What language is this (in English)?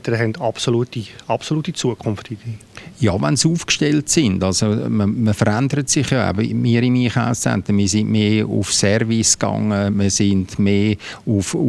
Swiss German